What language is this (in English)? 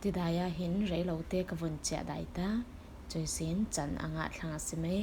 Falam Chin